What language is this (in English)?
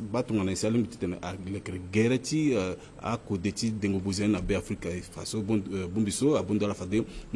Sango